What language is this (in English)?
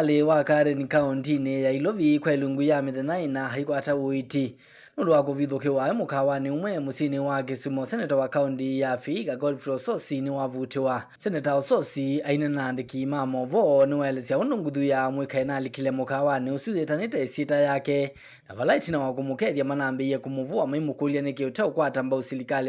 Kamba